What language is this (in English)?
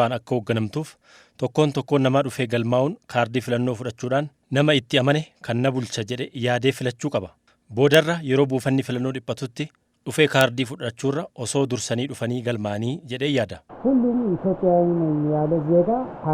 Oromo